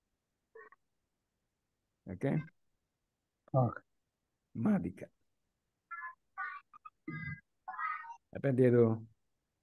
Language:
Malayalam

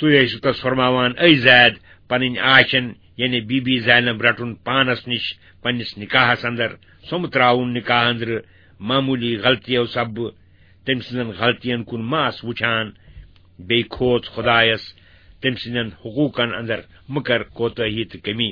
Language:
Kashmiri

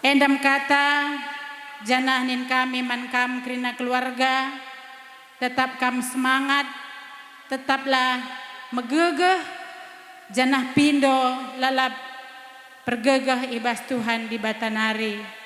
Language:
Batak Karo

